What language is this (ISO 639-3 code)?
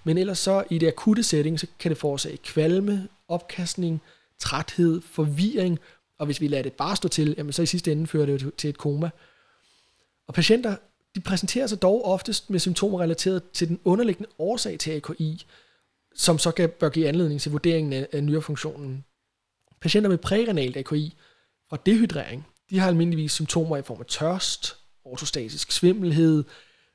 dan